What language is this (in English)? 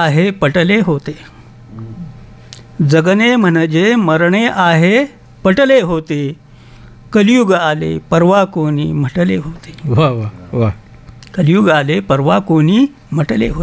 Marathi